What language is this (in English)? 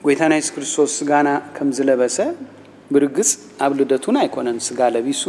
Tigrinya